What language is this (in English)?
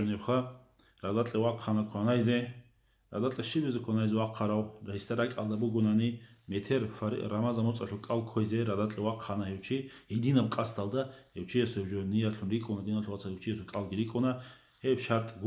Avaric